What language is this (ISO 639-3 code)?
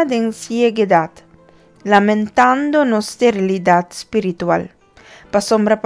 pap